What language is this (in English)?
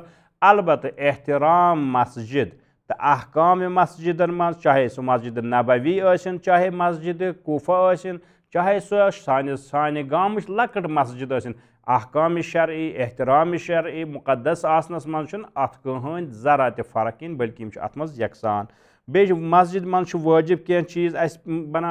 Kashmiri